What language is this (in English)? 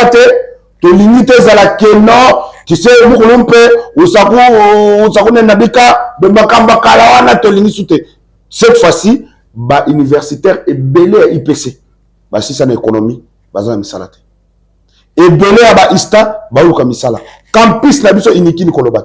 Lingala